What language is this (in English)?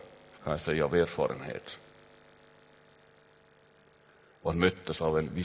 Swedish